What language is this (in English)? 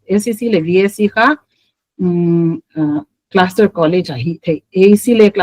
Paite Chin